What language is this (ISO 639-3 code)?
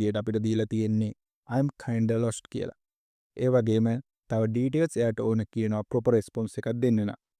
sin